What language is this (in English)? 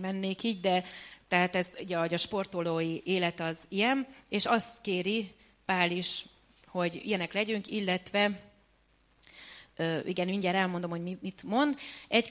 Hungarian